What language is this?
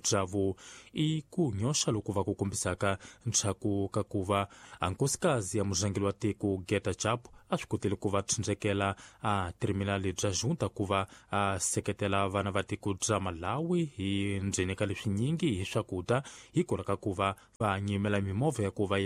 Tsonga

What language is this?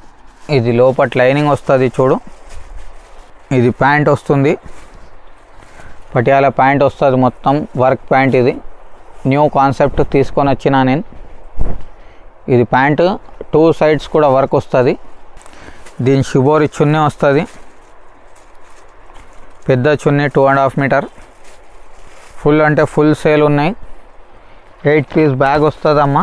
Telugu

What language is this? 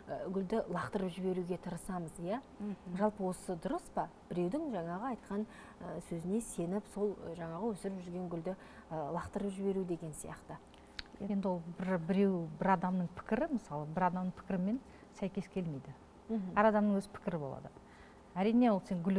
Kazakh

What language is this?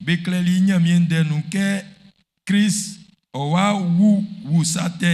Baoulé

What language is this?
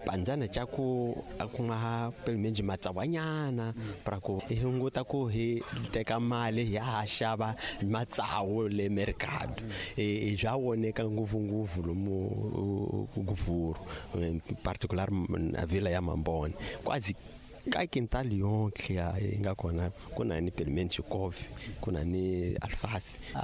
Tsonga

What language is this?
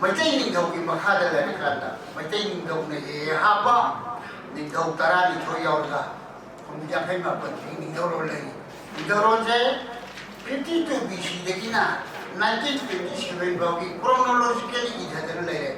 Manipuri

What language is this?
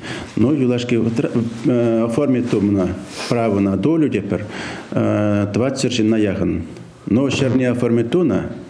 Chuvash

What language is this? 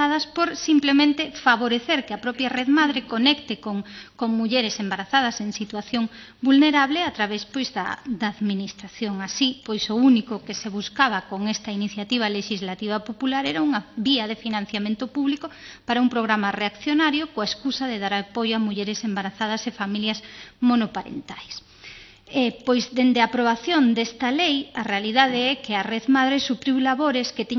Galician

